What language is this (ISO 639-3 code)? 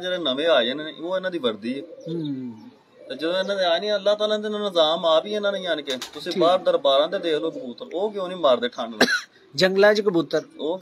pan